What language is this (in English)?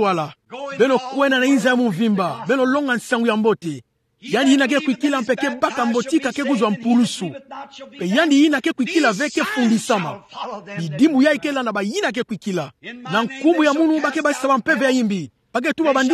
Kituba (Democratic Republic of Congo)